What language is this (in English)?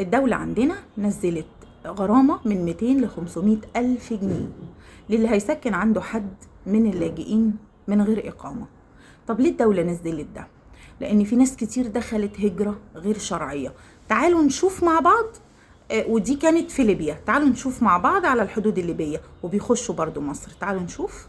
Egyptian Arabic